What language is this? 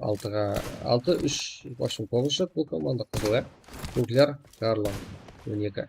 Kara-Kalpak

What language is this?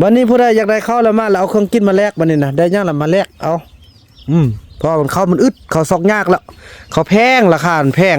Northeastern Thai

